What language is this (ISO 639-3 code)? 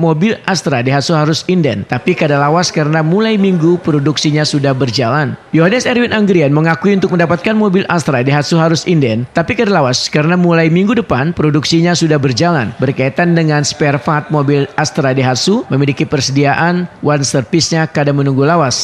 bjn